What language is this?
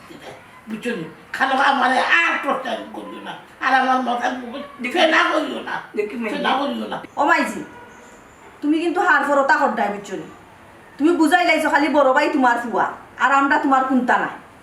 Sylheti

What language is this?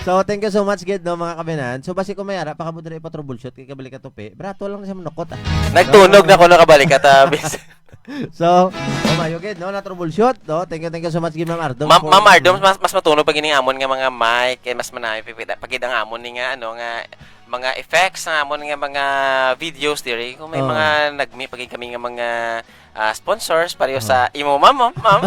Hiligaynon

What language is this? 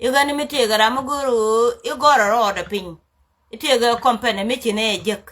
Nuer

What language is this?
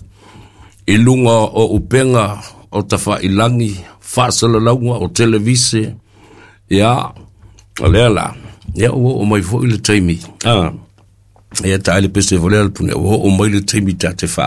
Samoan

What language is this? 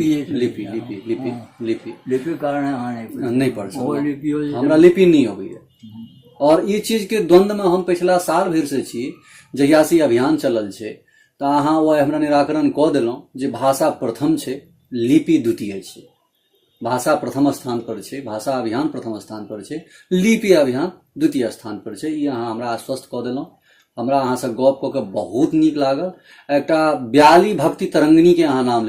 Maithili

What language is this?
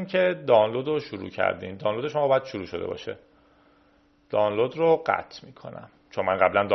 Persian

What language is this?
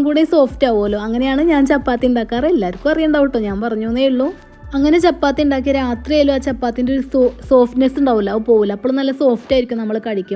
Malayalam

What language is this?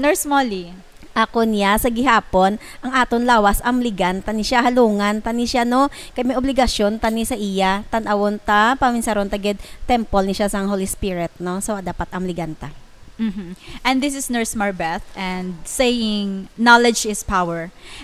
Hiligaynon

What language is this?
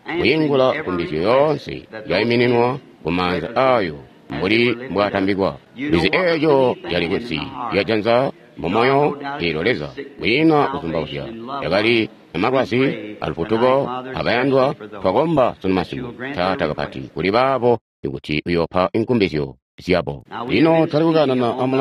Tonga (Zambia)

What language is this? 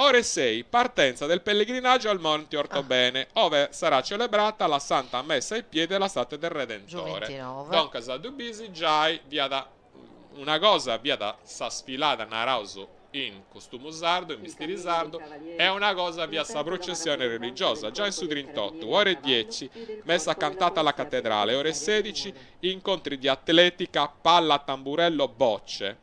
Sardinian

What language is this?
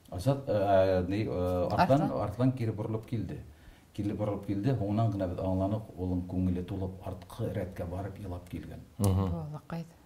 Bashkir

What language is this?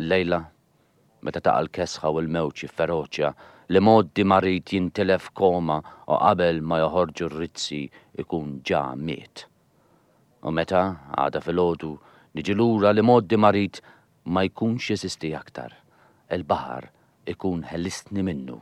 Maltese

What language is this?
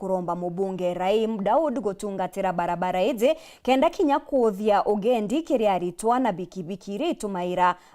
Meru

